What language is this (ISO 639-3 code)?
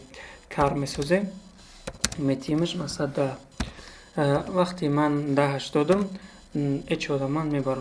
tgk